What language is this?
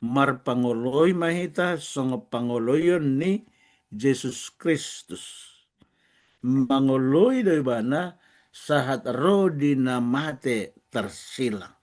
Batak Toba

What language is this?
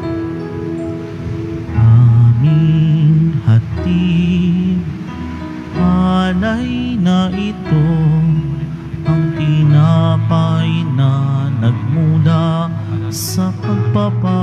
Filipino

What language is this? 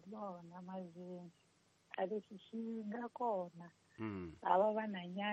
Tsonga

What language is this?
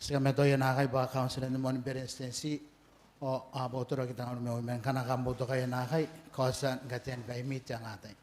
Gilbertese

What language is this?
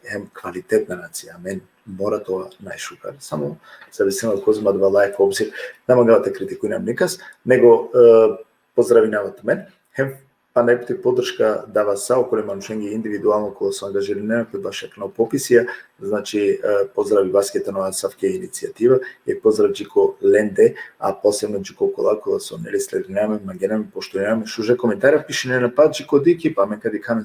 Balkan Romani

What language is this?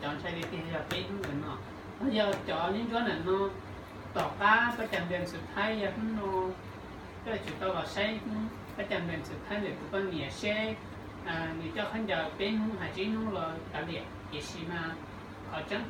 Hmong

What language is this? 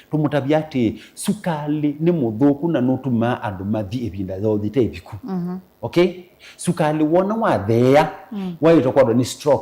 Kamba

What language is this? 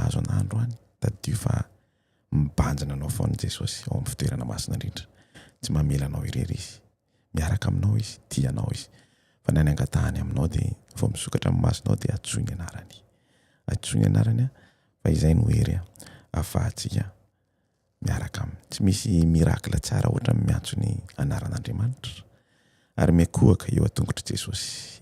Malagasy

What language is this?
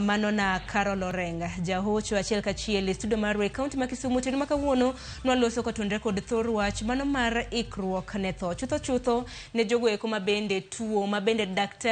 Luo (Kenya and Tanzania)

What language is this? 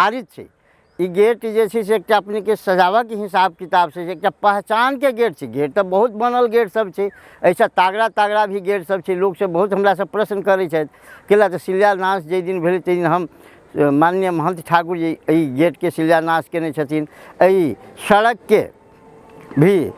Maithili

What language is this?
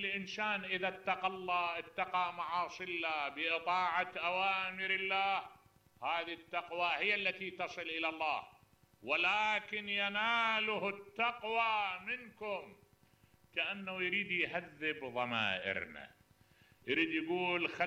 Mesopotamian Arabic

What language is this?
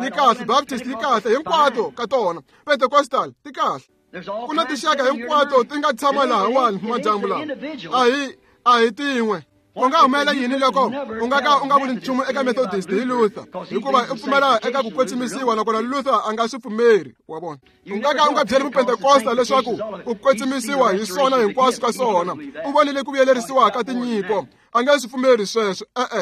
Tsonga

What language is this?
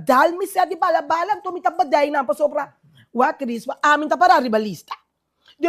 Papiamento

